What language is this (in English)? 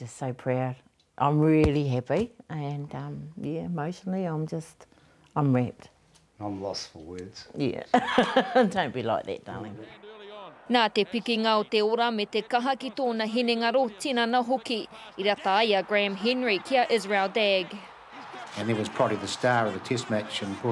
Māori